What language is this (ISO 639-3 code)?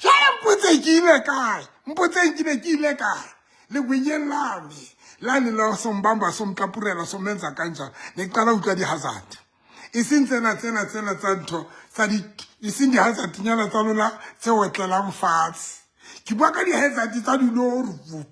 sot